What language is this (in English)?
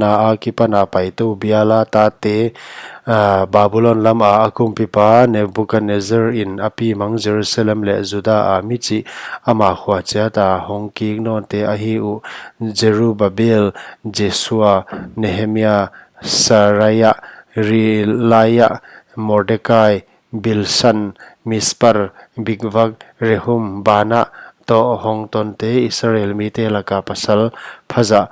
Paite Chin